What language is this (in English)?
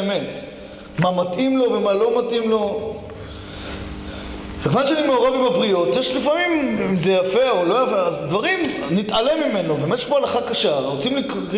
Hebrew